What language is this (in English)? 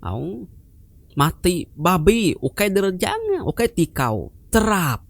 Iban